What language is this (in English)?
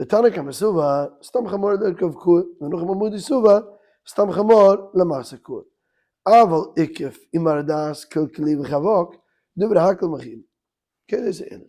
Yiddish